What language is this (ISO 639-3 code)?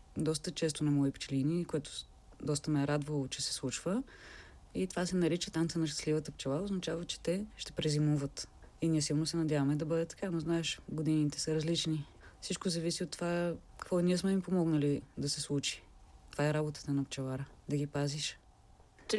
bul